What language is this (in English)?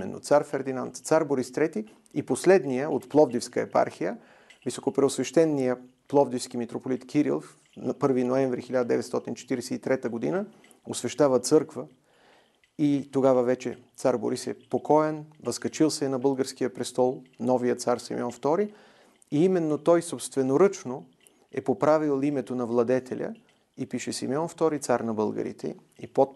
Bulgarian